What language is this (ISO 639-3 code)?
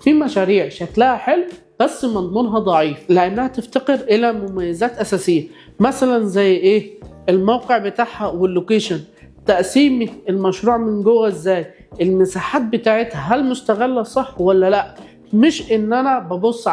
arz